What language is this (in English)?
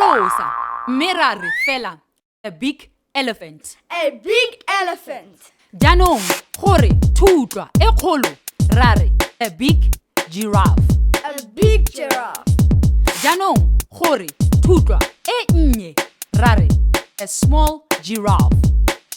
Tswana